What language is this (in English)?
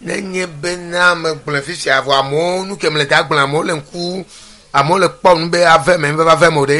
Ewe